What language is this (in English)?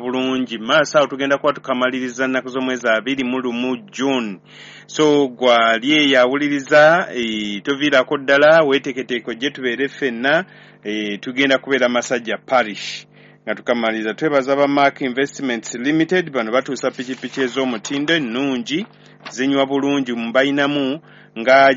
Ganda